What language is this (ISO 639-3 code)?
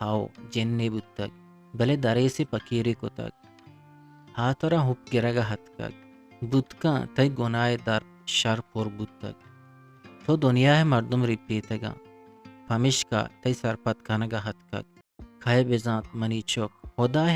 bgp